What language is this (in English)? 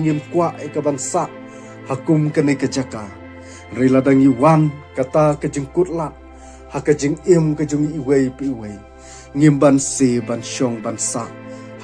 Khasi